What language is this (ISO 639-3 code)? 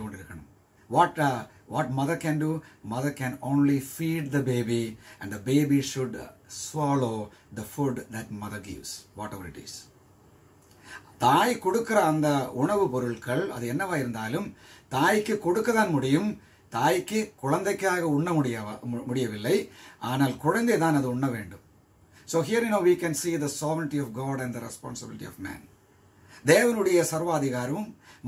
tam